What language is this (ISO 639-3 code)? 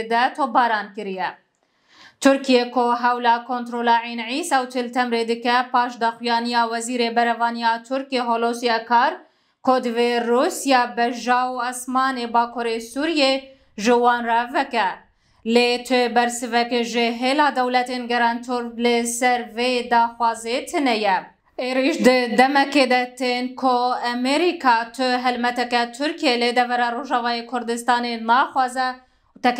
kur